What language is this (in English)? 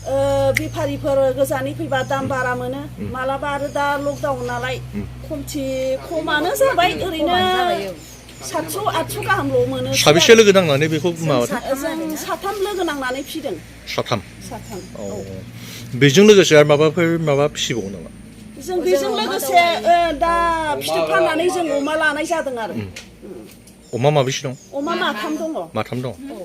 Bodo